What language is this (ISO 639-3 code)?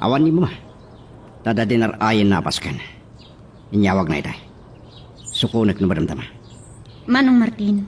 ilo